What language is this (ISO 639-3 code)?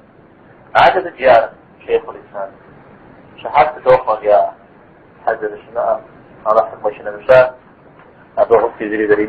kbd